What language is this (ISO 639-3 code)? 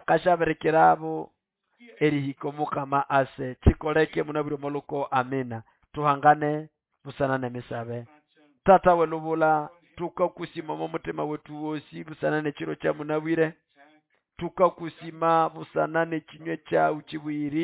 nnb